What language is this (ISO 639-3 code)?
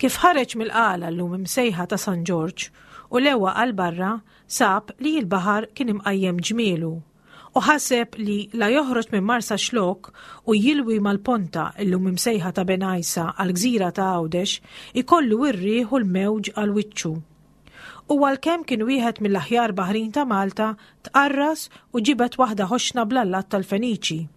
mlt